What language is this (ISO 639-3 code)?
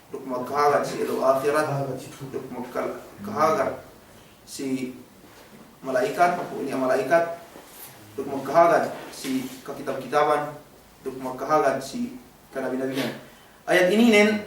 yka